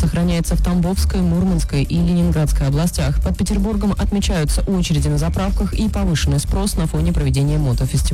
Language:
Russian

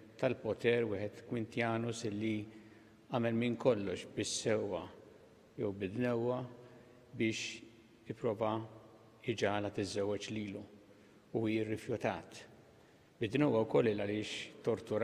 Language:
Maltese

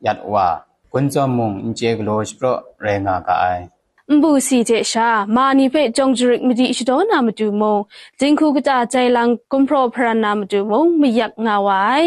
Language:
Kachin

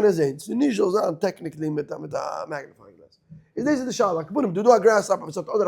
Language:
Yiddish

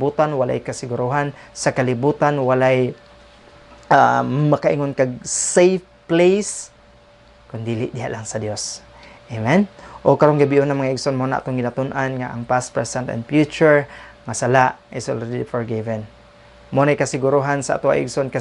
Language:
Cebuano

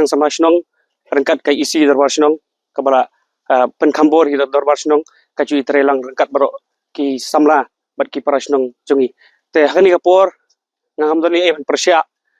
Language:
Khasi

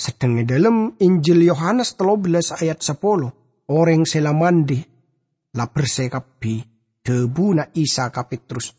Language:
Madurese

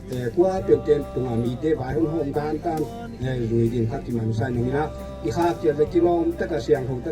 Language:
Paite Chin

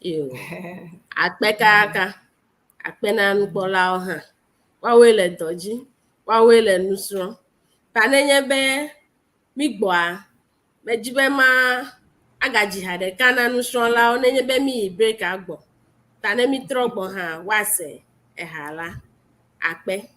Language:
Ewe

